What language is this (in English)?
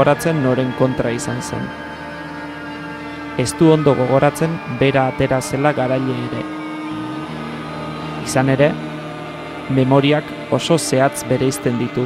Basque